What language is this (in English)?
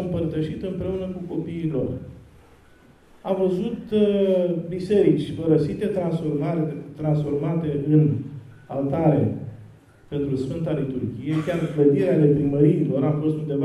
Romanian